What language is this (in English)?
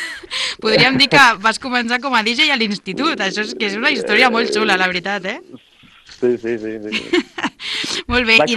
Catalan